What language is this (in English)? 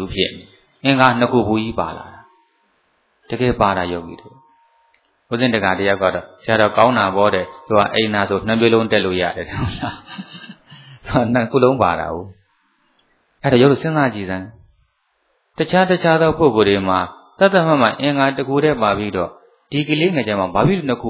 Burmese